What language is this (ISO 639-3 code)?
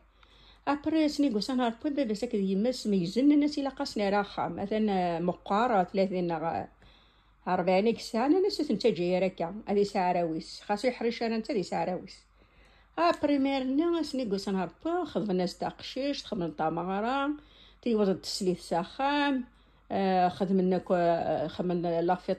kab